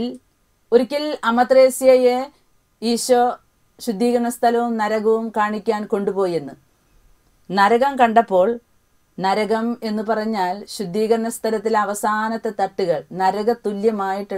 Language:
Malayalam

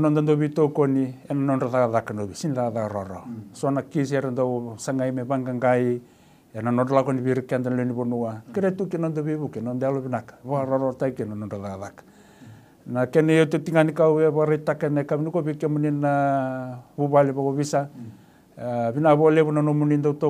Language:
Fijian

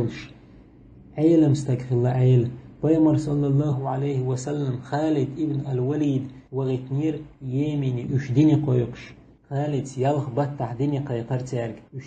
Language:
Chechen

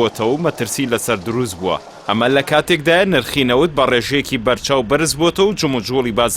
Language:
Central Kurdish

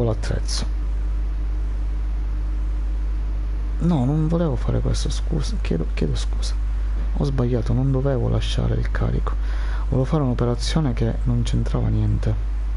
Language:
Italian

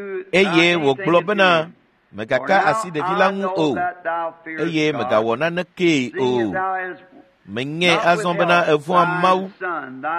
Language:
Ewe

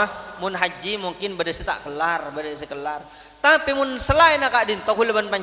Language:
Madurese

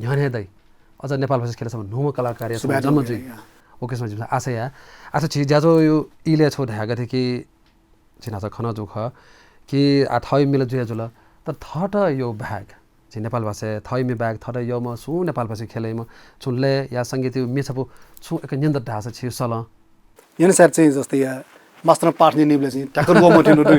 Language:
Newari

